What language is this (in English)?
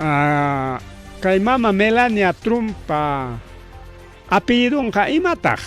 Ayacucho Quechua